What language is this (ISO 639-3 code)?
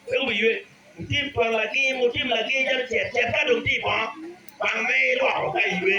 ach